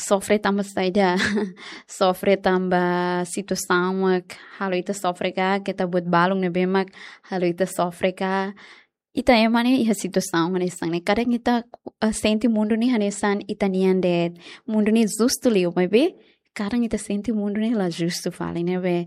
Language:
Tetum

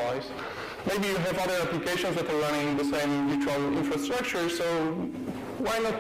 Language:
English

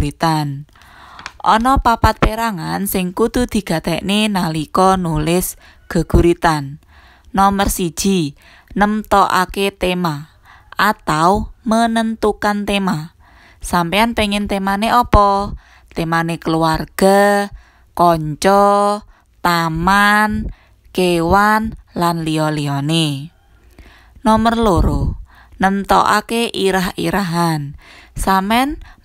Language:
Javanese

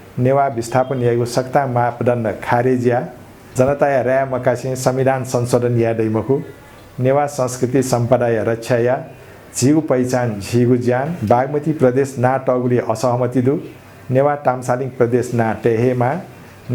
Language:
Newari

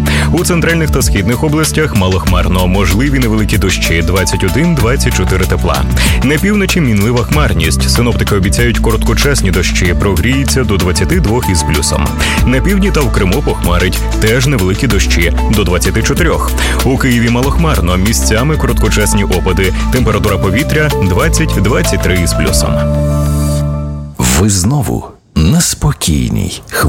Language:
Ukrainian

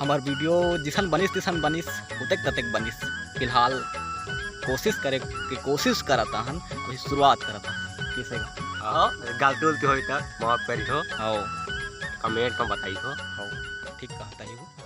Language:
Chhattisgarhi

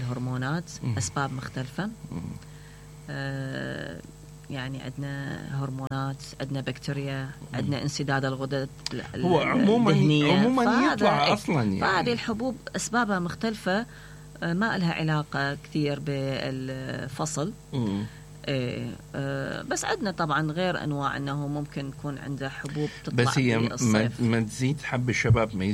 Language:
Mesopotamian Arabic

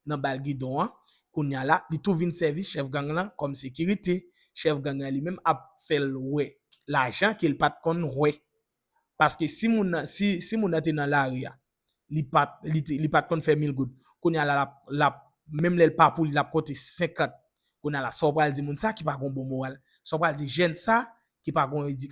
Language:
Haitian Creole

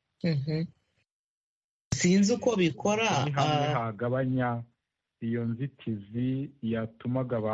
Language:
Kinyarwanda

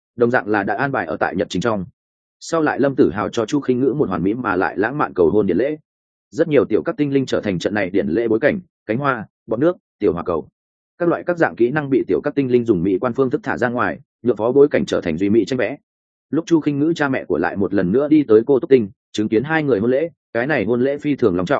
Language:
Vietnamese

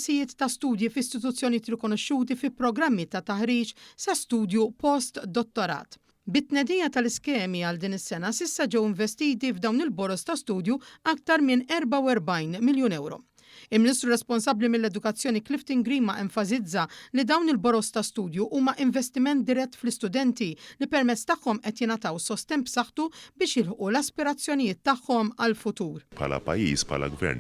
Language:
Maltese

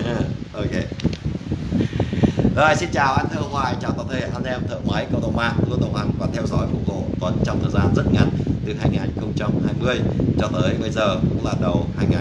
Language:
Vietnamese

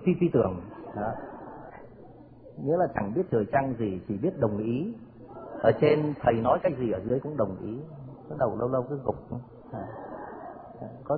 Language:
Vietnamese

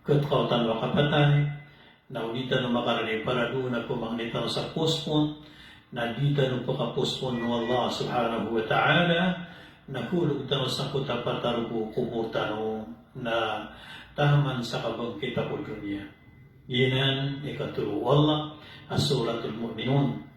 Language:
Maranao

